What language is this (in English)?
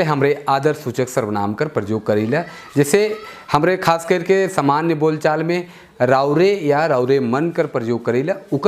Sadri